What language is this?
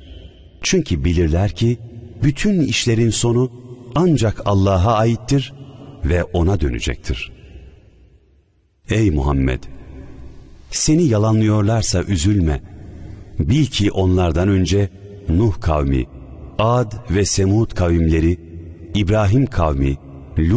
Turkish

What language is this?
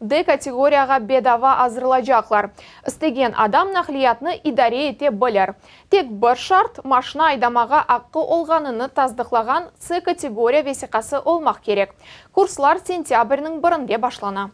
Crimean Tatar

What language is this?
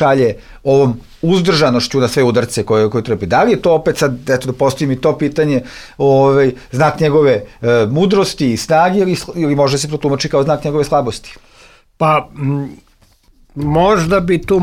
Serbian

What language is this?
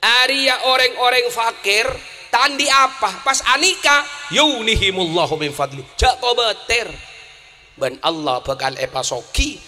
Madurese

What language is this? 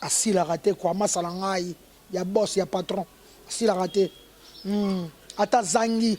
Lingala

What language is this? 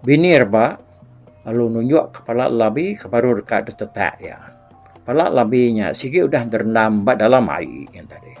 Iban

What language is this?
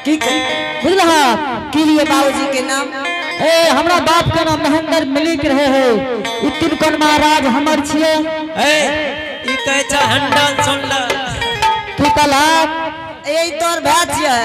Angika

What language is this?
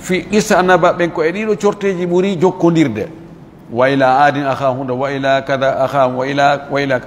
Fula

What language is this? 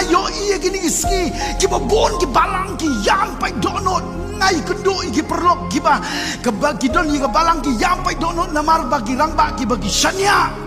Khasi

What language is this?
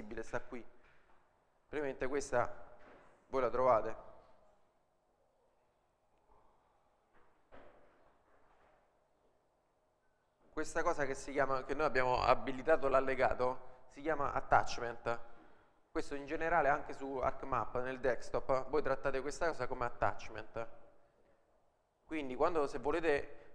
Italian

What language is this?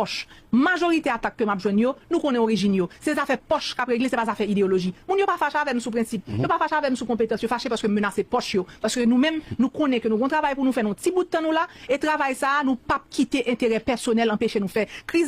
Haitian Creole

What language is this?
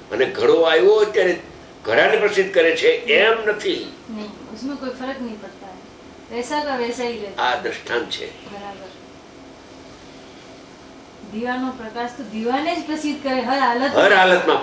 Gujarati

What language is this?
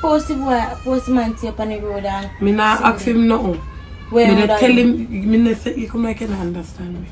Jamaican Creole English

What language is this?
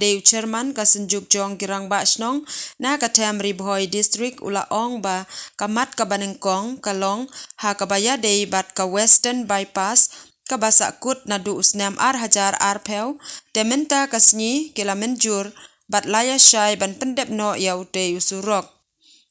Khasi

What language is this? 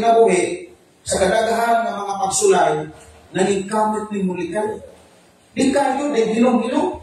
Cebuano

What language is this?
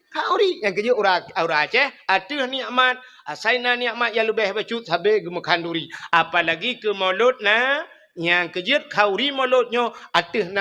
Achinese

